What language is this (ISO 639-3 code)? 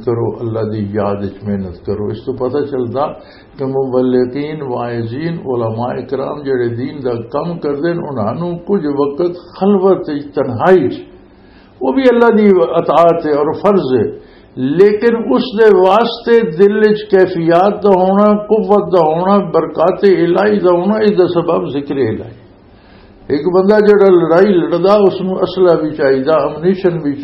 lah